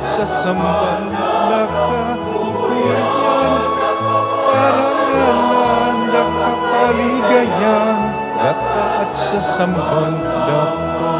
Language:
Pampanga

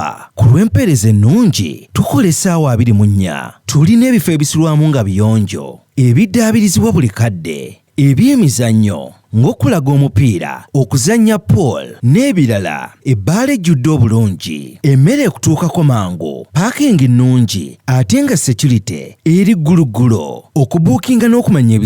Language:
Ganda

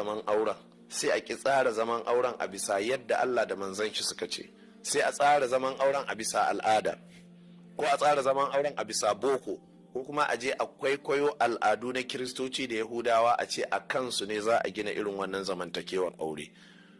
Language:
Hausa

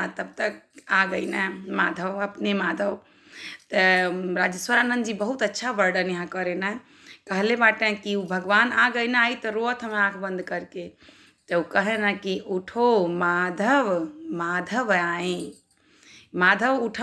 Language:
Bhojpuri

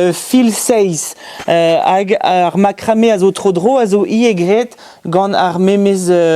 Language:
Breton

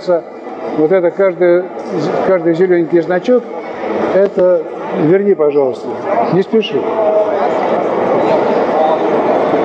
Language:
Russian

